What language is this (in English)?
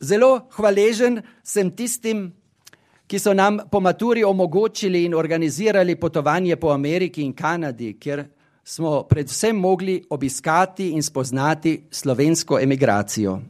Slovenian